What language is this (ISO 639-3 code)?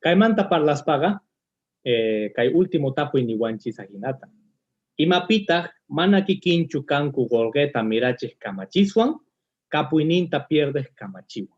que